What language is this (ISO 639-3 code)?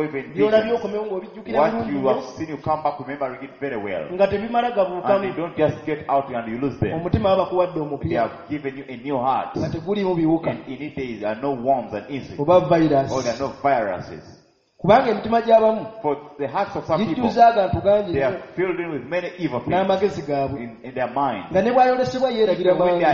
lug